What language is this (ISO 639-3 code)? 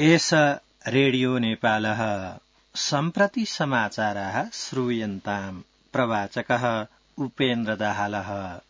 san